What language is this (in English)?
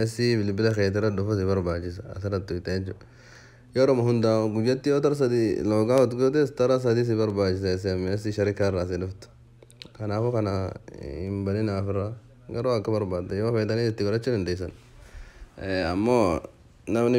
Oromo